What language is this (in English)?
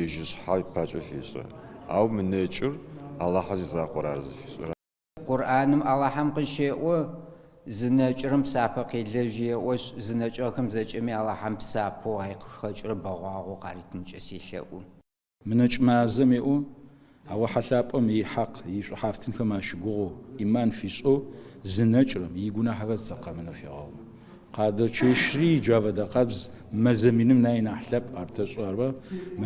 Adyghe